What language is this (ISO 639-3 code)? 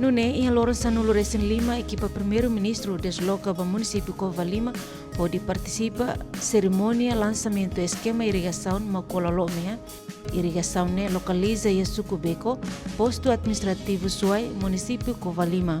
tet